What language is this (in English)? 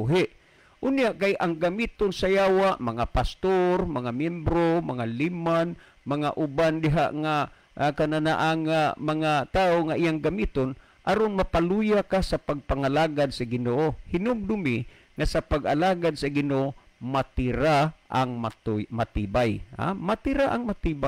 Cebuano